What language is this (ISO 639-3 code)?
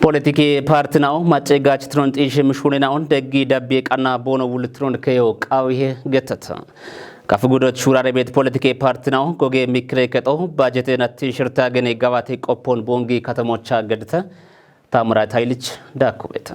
kbr